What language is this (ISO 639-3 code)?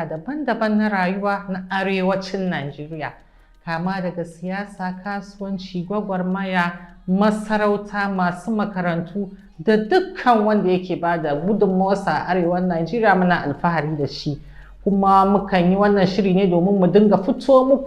hau